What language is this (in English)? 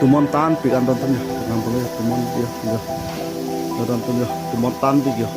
Karbi